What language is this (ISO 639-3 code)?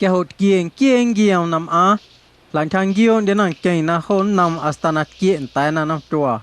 amu